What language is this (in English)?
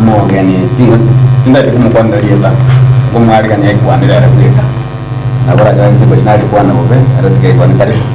Gusii